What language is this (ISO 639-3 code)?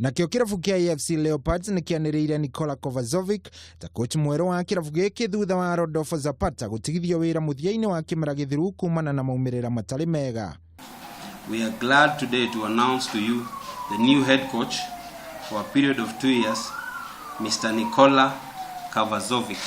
kik